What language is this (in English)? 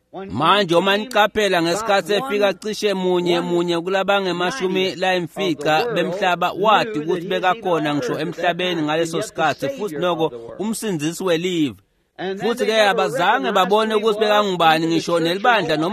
Swati